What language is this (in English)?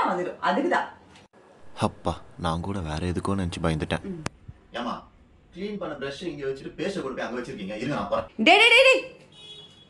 Tamil